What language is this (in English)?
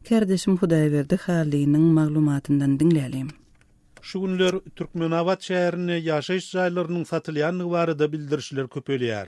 Turkmen